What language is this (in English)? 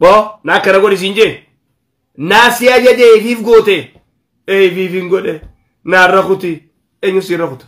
Oromo